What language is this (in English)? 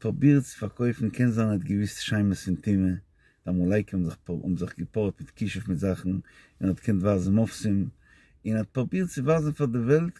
Yiddish